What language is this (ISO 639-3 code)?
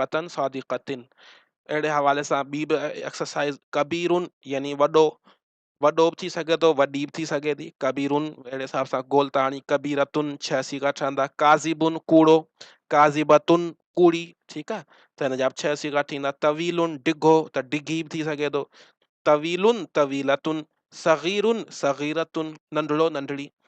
snd